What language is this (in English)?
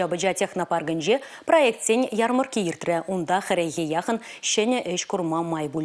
Chuvash